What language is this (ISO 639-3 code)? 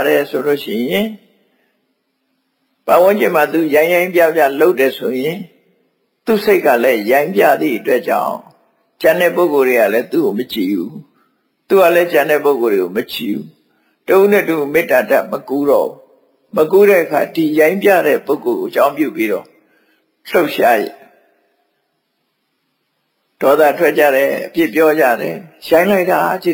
mya